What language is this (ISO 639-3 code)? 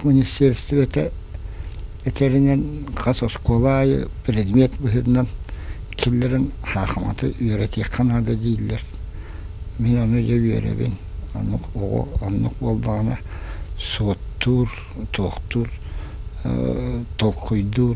sah